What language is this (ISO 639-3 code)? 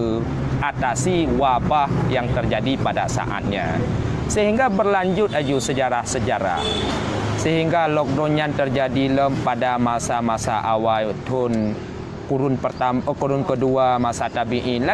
ace